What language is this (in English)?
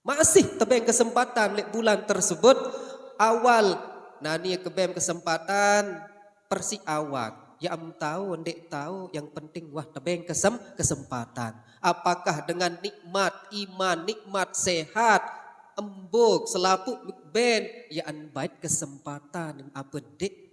Sasak